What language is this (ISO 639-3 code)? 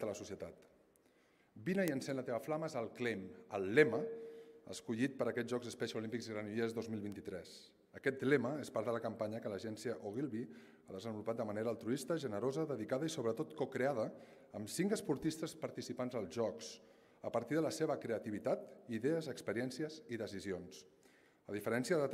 cat